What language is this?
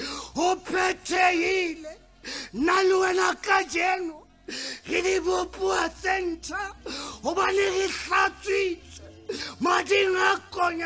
Southern Sotho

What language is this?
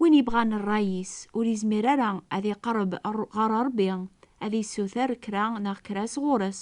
Kabyle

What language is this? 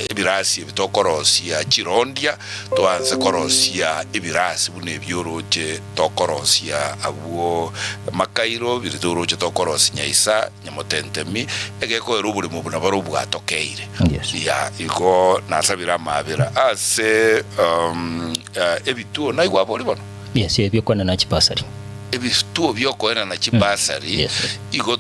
Gusii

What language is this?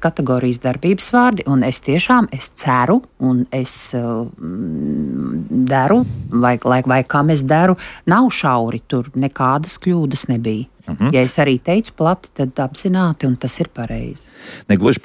Latvian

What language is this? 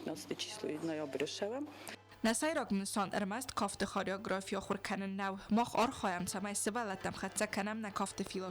Ossetic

